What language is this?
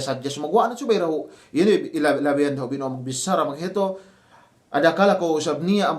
Yakan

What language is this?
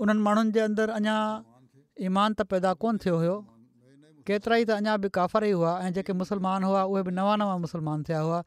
Sindhi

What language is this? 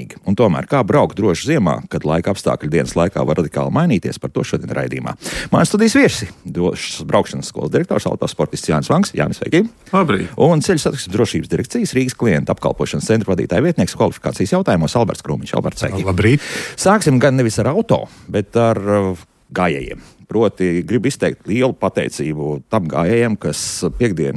Latvian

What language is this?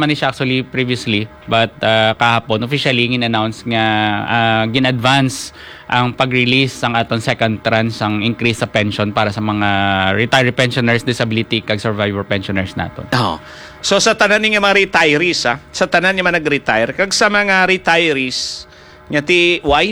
Hiligaynon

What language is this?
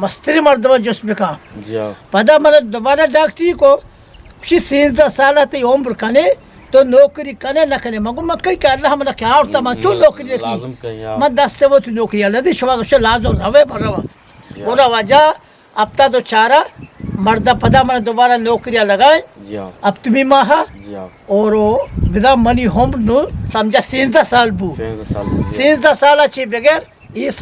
Eastern Balochi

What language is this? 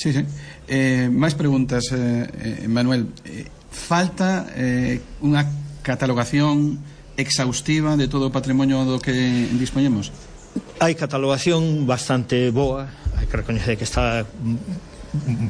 Galician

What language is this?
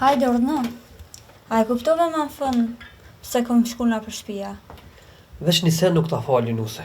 Albanian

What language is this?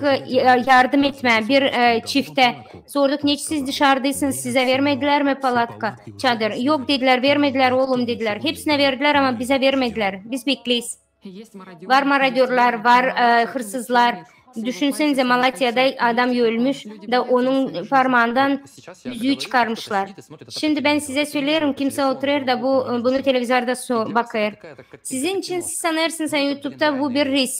Gagauz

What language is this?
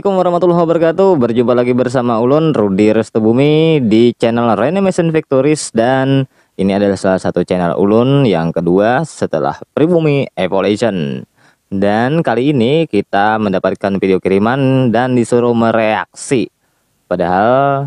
Banjar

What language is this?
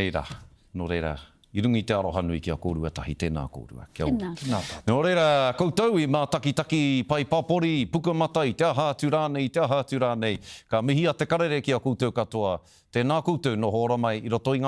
Māori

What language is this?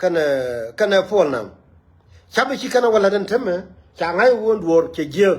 Nuer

